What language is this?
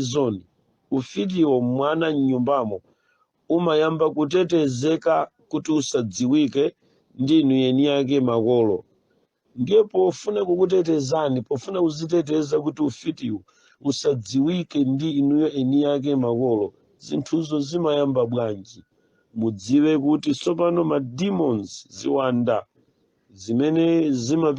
Nyanja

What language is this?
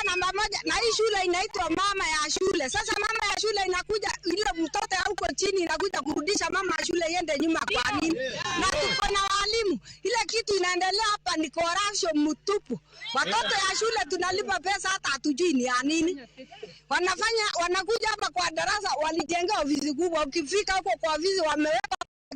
Luo (Kenya and Tanzania)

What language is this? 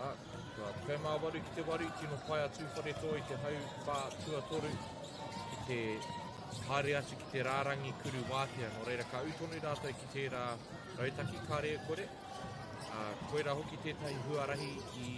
Māori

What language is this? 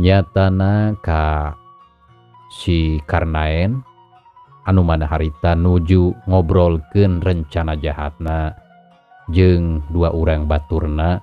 Sundanese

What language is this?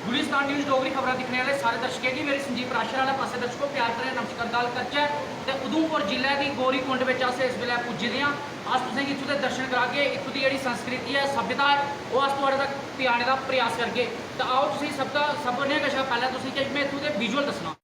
Dogri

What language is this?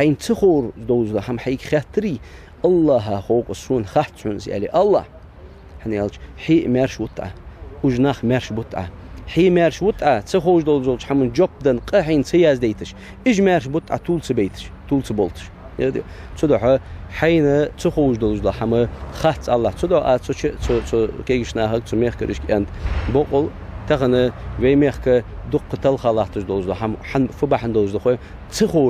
Ingush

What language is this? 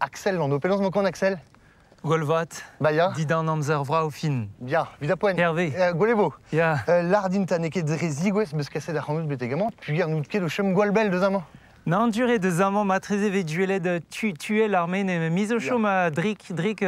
Breton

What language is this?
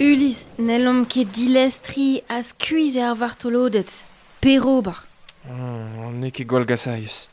Breton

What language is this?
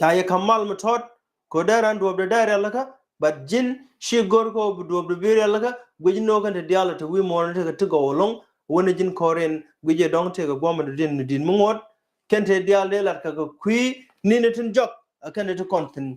Nuer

